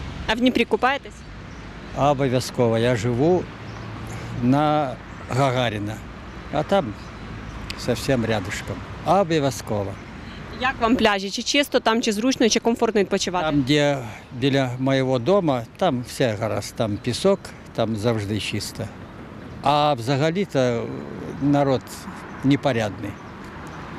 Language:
Ukrainian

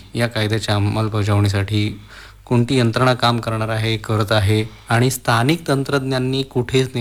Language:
Marathi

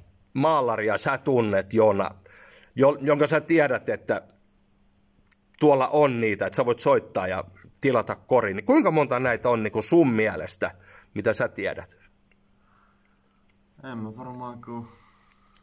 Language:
Finnish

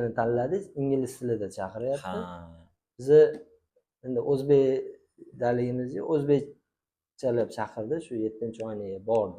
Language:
Uzbek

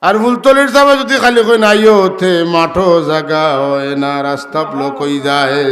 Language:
Sylheti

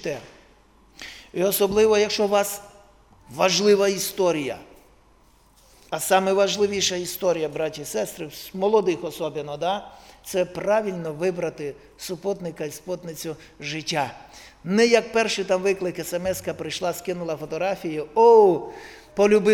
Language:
Ukrainian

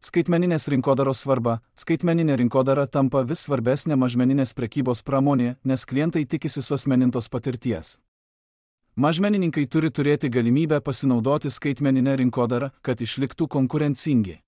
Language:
Lithuanian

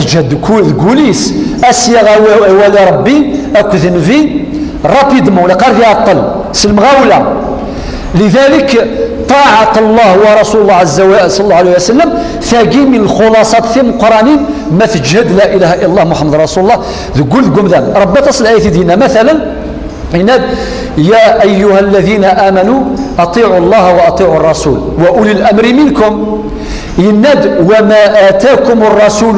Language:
Kabyle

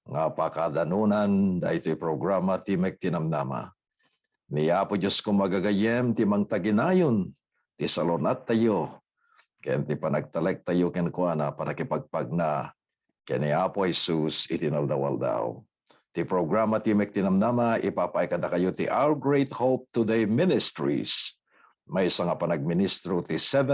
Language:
Iloko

